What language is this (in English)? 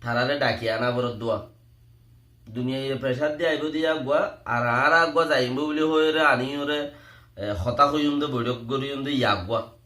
Rohingya